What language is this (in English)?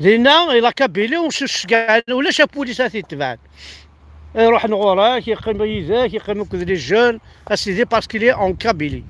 Kabyle